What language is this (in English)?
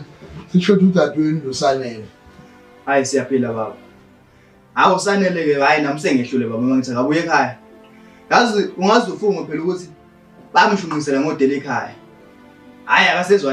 Zulu